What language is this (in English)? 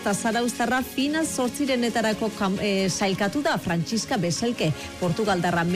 Basque